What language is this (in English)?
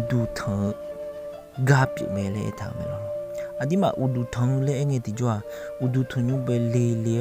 Akha